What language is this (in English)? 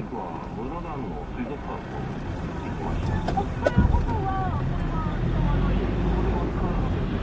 Japanese